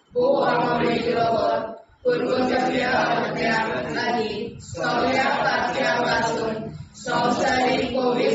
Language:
Konkani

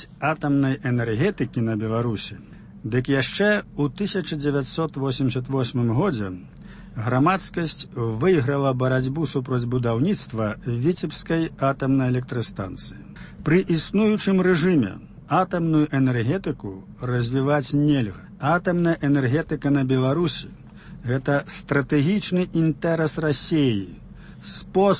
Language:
Belarusian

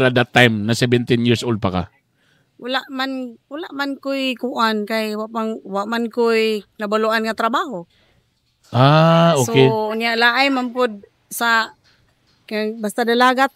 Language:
Cebuano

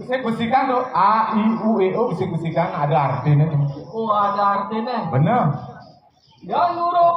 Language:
Balinese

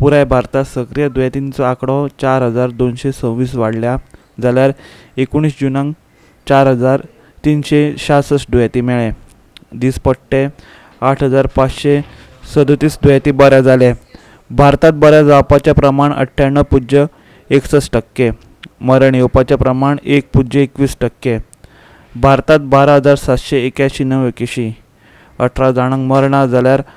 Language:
Konkani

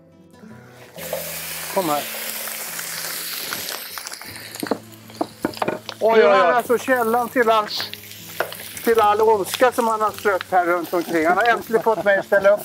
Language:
Swedish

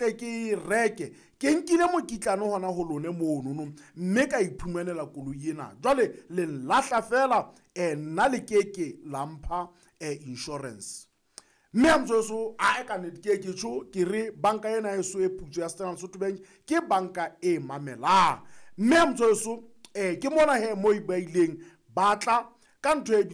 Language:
Southern Sotho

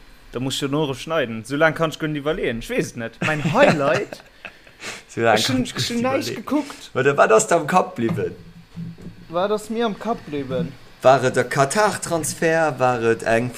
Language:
Luxembourgish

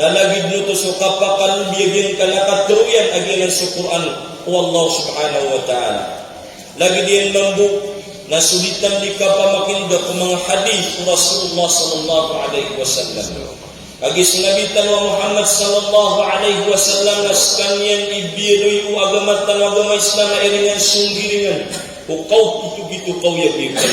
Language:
Maranao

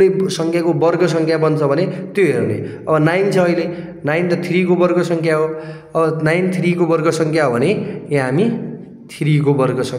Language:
Nepali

